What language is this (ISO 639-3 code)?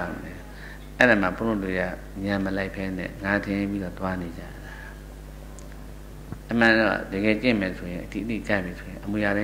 mya